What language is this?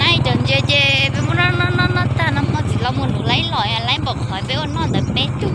Hmong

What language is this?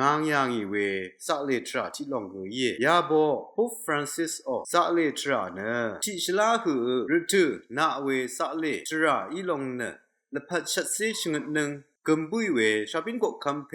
Rawang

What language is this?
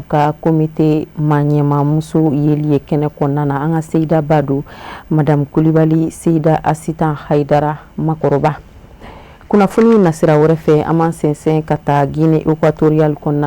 Bambara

